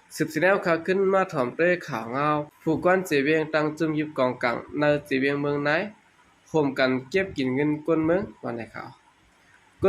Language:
Shan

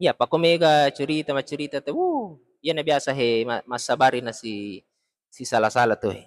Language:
Buginese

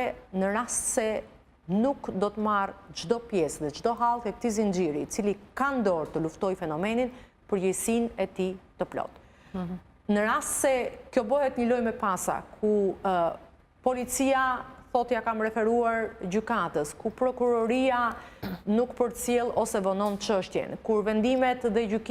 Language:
Albanian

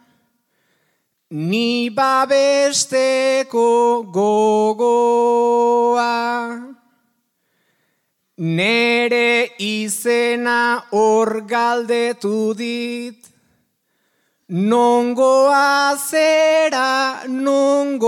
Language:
Basque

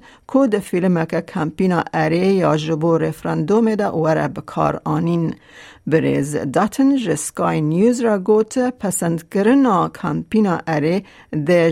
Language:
Kurdish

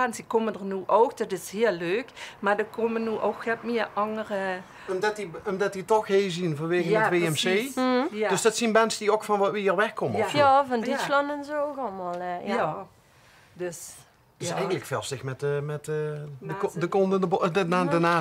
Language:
Limburgish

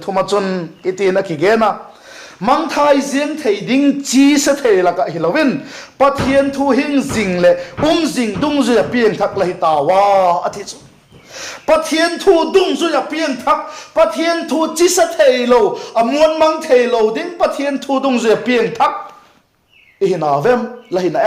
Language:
Vaiphei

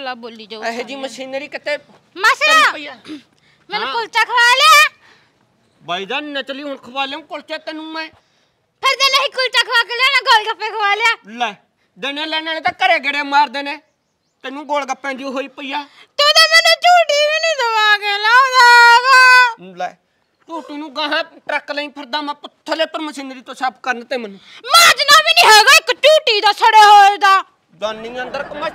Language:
Punjabi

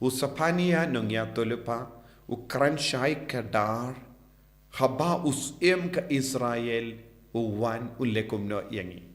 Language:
Khasi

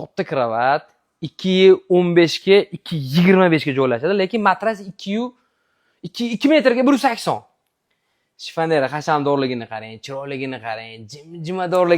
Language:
Uzbek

